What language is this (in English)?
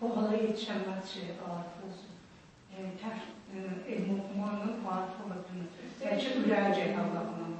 South Azerbaijani